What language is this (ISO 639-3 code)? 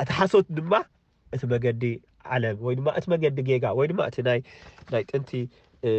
tir